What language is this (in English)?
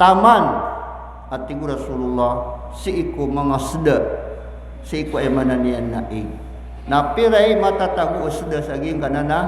Maranao